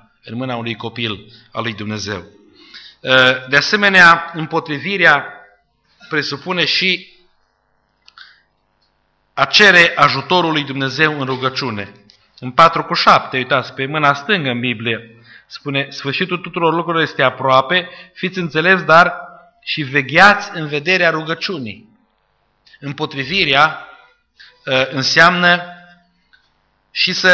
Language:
Romanian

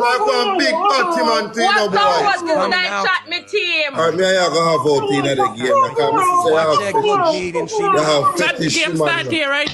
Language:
Jamaican Creole English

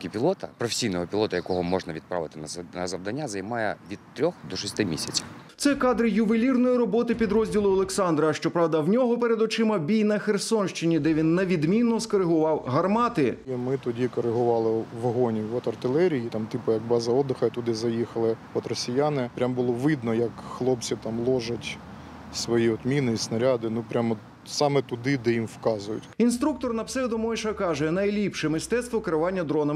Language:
Ukrainian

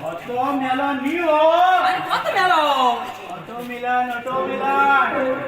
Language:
Konkani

